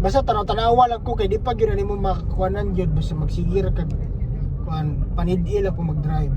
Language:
Cebuano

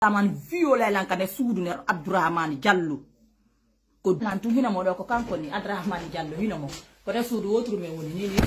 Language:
Fula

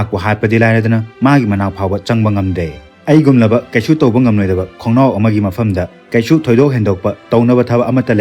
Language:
Manipuri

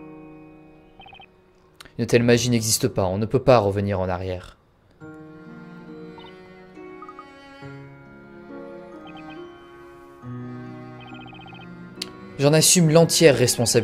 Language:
French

